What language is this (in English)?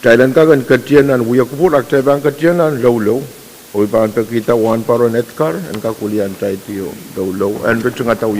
Pohnpeian